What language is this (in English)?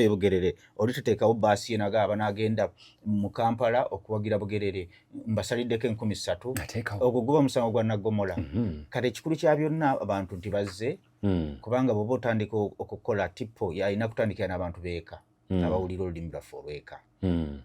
Ganda